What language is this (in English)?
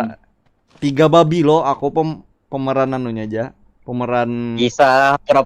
Banjar